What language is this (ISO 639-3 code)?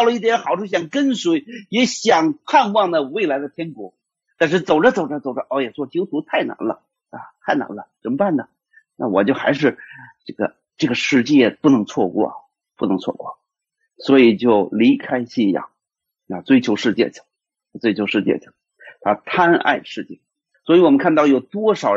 zho